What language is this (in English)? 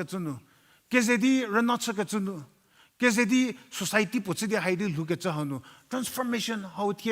Angami Naga